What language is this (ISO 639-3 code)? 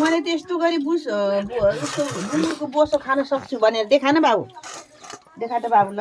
nep